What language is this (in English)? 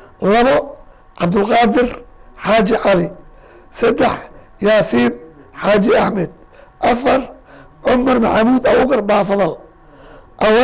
Somali